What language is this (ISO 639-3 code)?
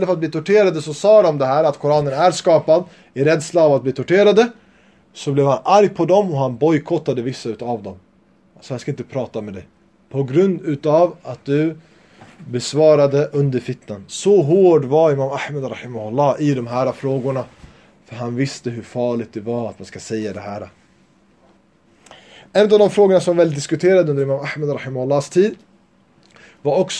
swe